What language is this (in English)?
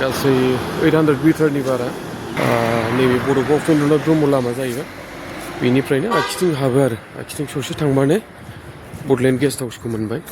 Bodo